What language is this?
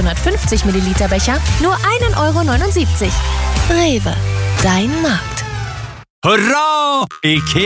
German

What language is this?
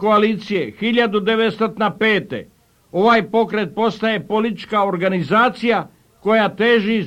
Serbian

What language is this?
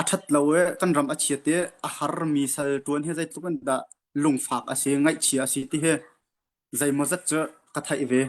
Hakha Chin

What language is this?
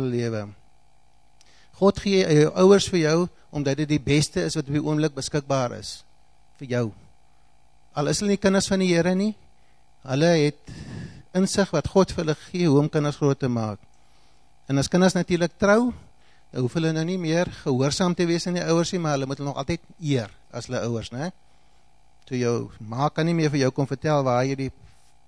Afrikaans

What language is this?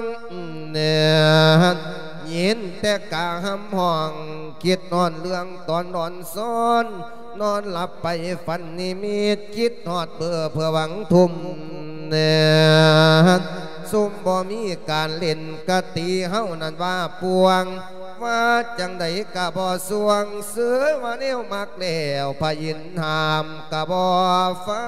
Lao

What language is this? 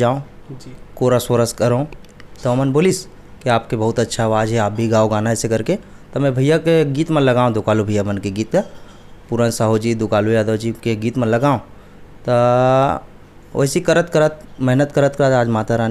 Chhattisgarhi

